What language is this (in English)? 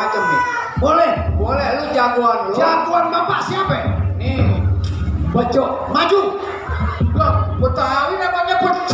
Betawi